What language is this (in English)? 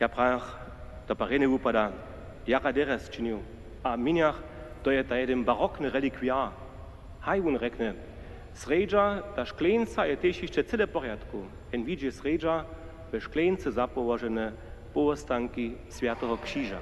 Upper Sorbian